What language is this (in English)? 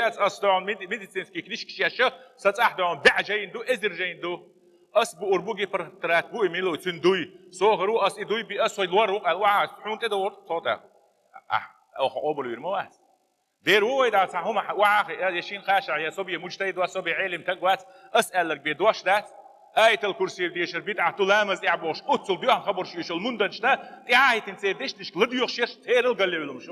Chechen